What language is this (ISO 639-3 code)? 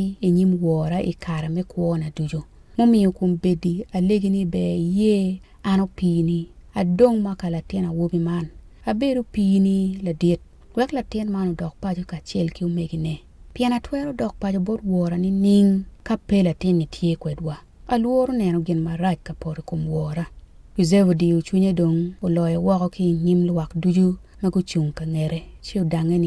ach